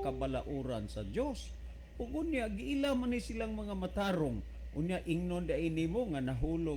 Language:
Cebuano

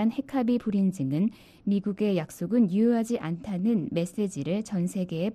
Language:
Korean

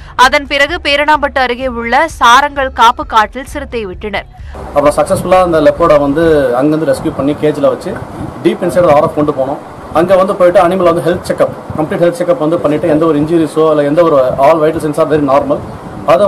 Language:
Tamil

